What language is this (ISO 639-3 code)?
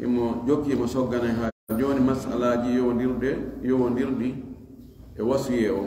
ful